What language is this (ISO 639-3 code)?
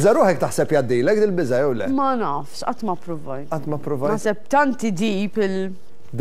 mlt